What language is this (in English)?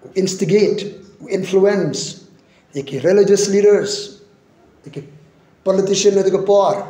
Khasi